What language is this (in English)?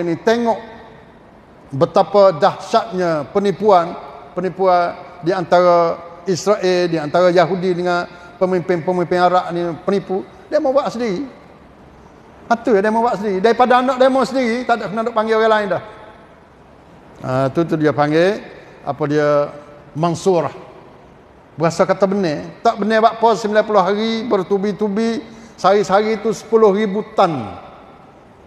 Malay